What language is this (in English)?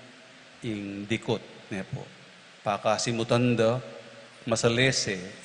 Pampanga